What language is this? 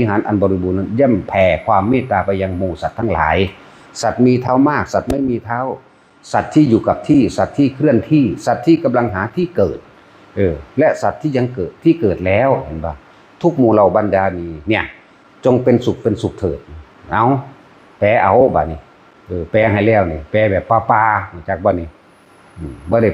Northeastern Thai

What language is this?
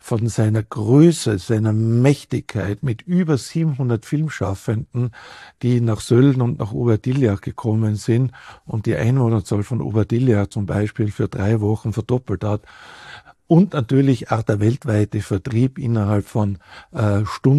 German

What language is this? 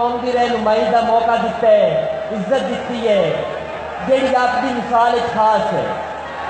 Urdu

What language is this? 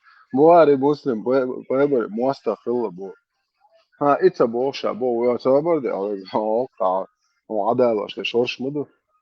Chechen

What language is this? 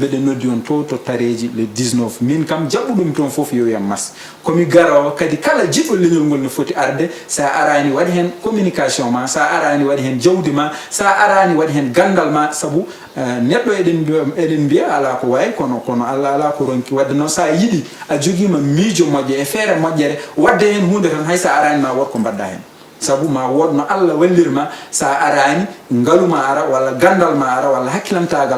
Fula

